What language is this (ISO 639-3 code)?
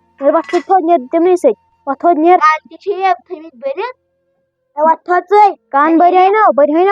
kas